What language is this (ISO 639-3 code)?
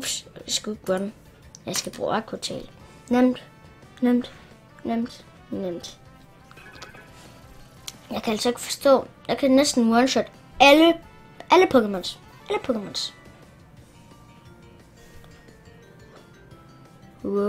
dan